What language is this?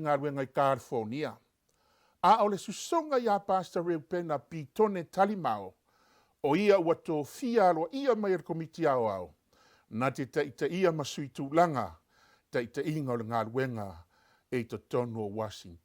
Samoan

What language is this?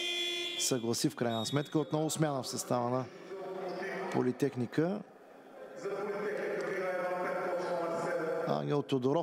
Bulgarian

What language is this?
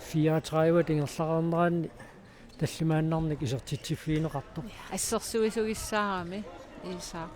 Kalaallisut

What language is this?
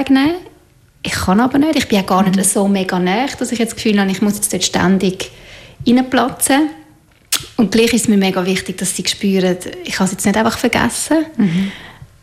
German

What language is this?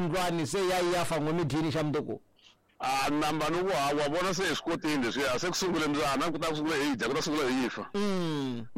Tsonga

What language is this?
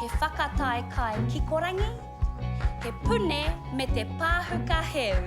Māori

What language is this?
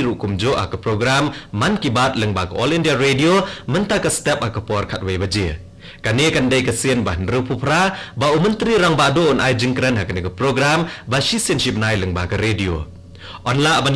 Khasi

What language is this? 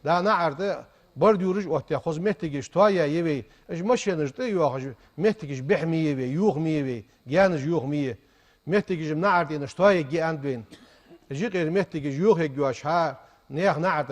Ingush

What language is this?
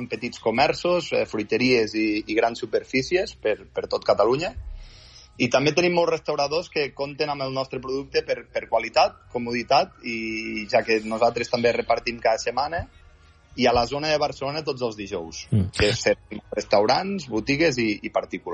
Catalan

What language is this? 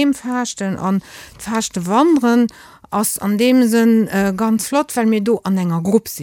Luxembourgish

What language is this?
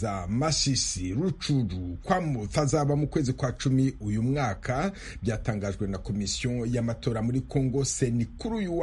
Kinyarwanda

